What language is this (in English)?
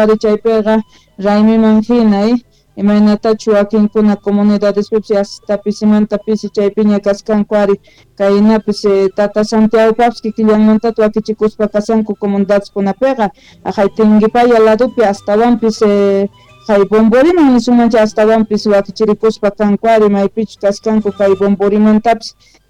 South Bolivian Quechua